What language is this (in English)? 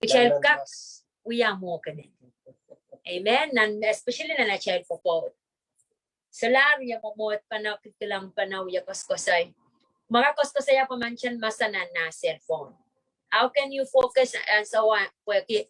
Pohnpeian